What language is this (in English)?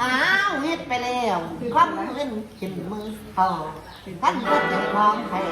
Northeastern Thai